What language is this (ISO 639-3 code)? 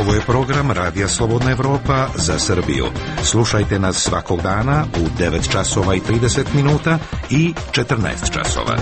srp